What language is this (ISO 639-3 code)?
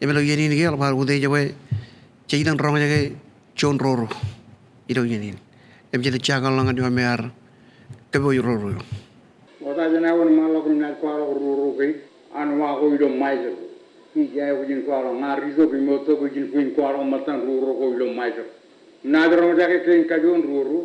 mah